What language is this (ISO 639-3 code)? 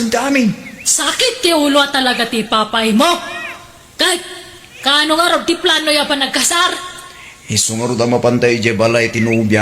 ilo